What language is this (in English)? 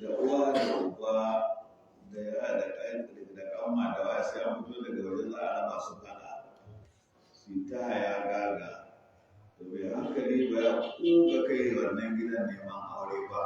Hausa